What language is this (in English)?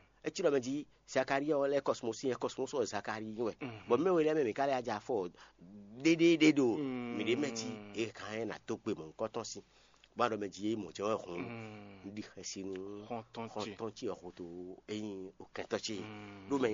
Fon